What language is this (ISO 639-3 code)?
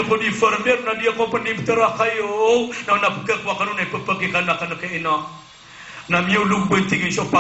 mrw